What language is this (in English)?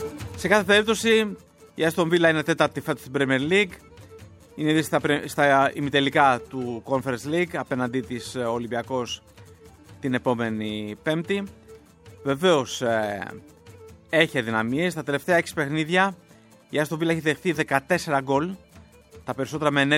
Greek